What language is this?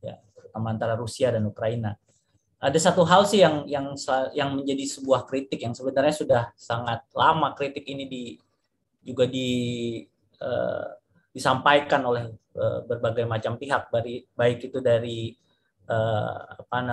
Indonesian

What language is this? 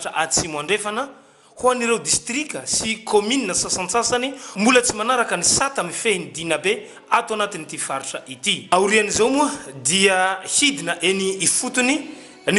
Malagasy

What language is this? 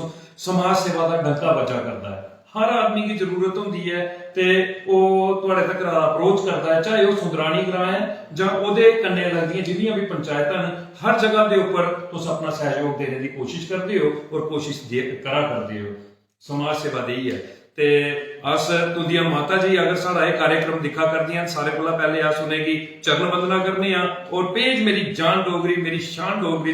Dogri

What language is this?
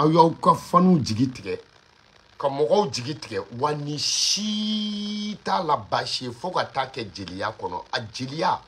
Bambara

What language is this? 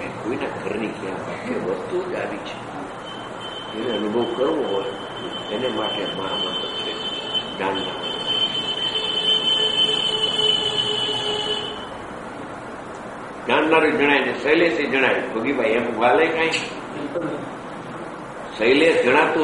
Gujarati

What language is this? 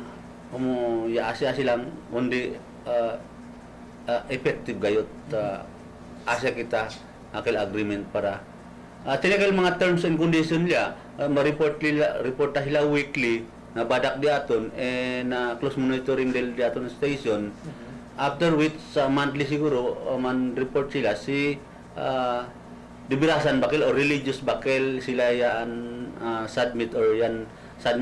Chavacano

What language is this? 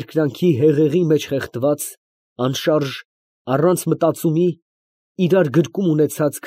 Armenian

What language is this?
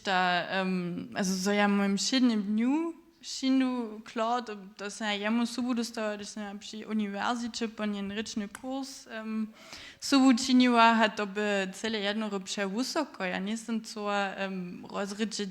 Upper Sorbian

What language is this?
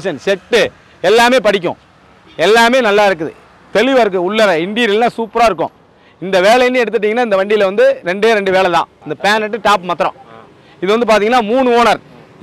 Tamil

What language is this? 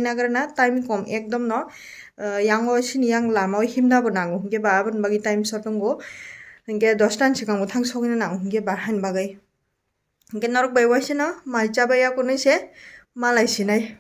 Kok Borok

